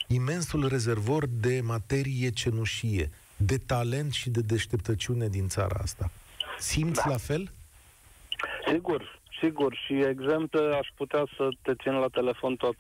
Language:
Romanian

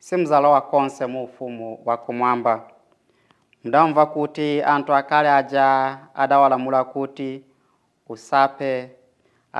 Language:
Nyanja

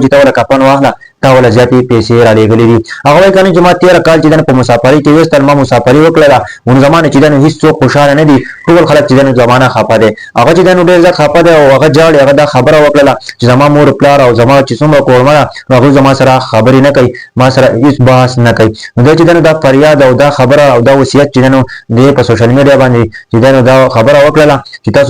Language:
Pashto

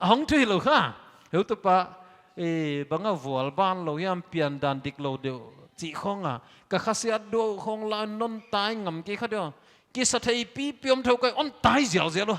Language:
Paite Chin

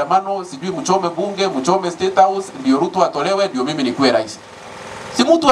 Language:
Swahili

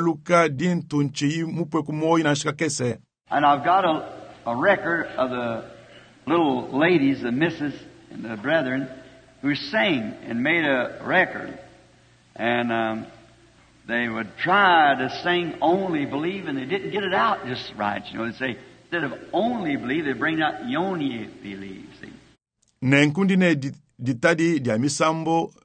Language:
Luba-Lulua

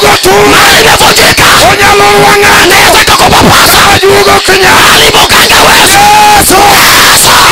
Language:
Luo (Kenya and Tanzania)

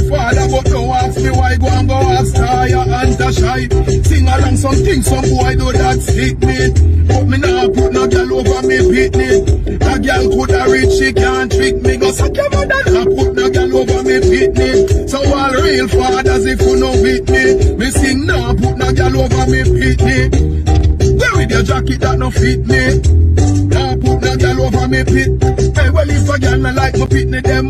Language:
Jamaican Creole English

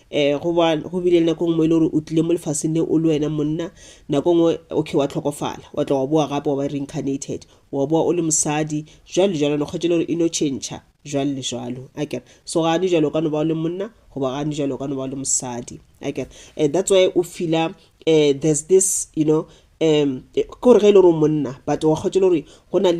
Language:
Northern Sotho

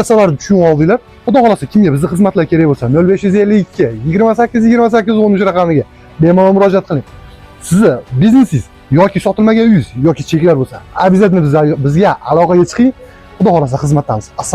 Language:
Uzbek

